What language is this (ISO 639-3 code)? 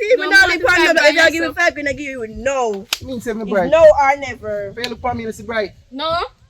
jam